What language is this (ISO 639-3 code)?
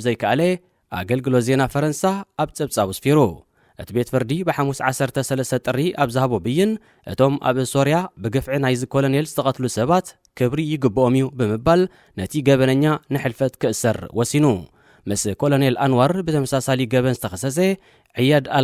tir